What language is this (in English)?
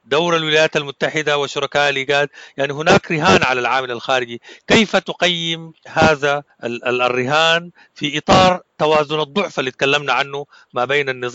Sudanese Arabic